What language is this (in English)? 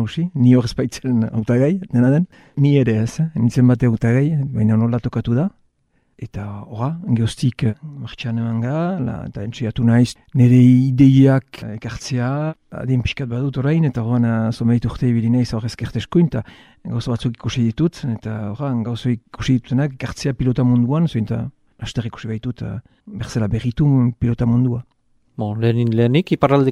Basque